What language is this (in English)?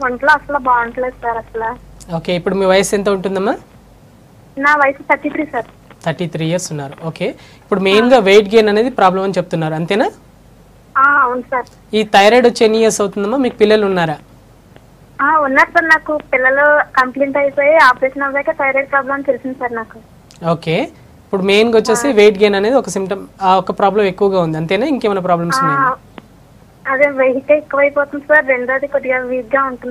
Telugu